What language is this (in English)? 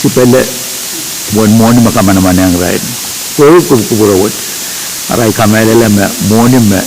Pohnpeian